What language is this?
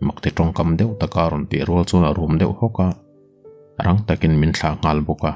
Mizo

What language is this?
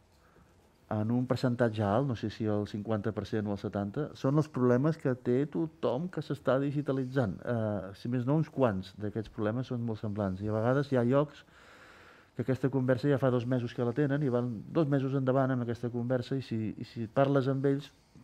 Catalan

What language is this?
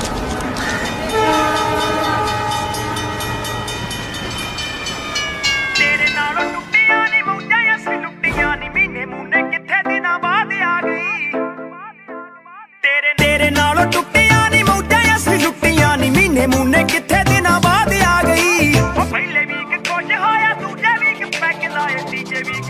Punjabi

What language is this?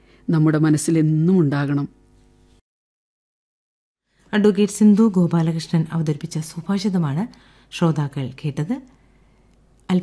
Malayalam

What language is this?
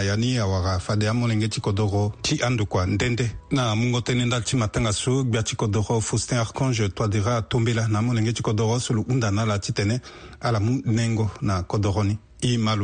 Sango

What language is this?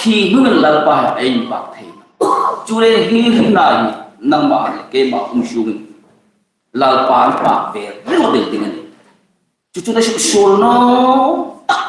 Hmar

